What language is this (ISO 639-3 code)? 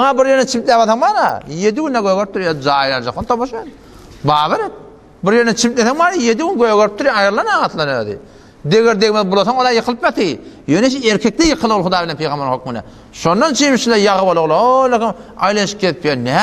tuk